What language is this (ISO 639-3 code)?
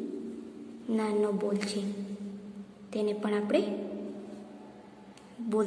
guj